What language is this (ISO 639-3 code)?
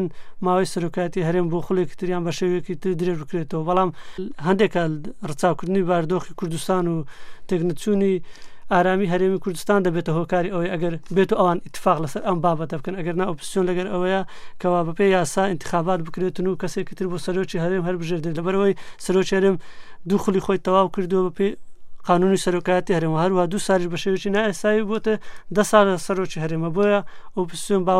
ckb